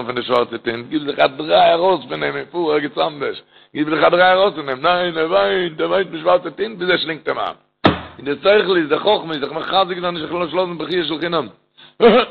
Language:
Yiddish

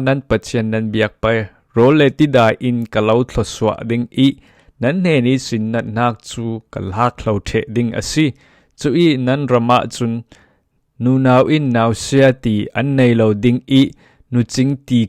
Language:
Falam Chin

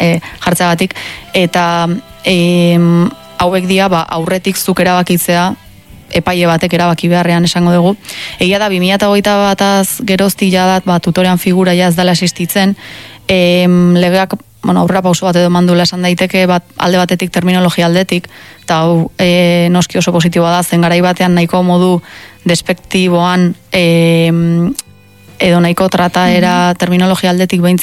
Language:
Basque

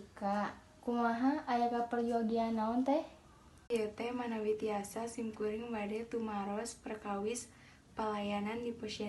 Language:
Sundanese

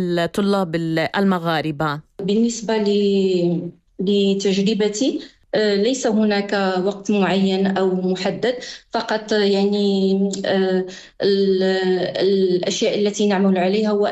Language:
Arabic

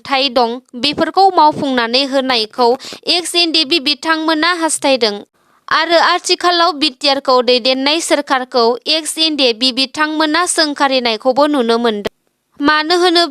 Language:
Bodo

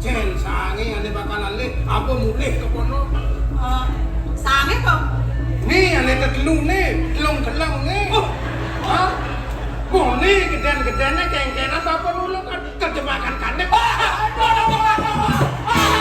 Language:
Balinese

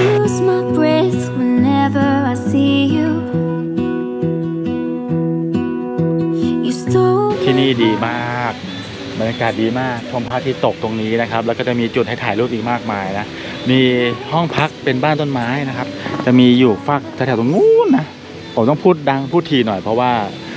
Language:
Thai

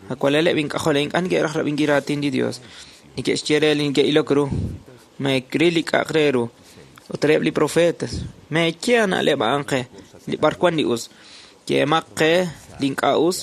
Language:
Kekchí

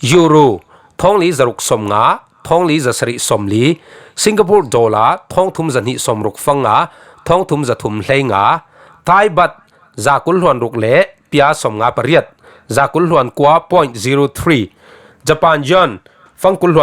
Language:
Falam Chin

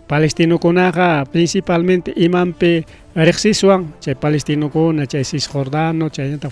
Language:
Ayacucho Quechua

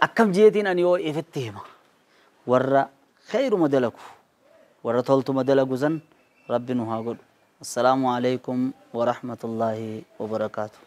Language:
Oromo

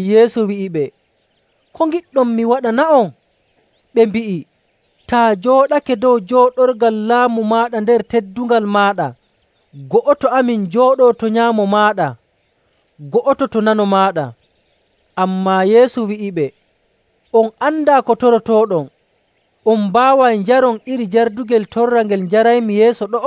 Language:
Nigerian Fulfulde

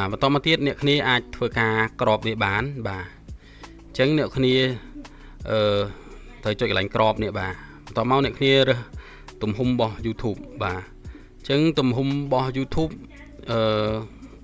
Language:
Khmer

